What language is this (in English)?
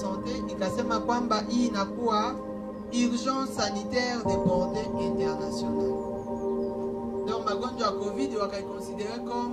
Swahili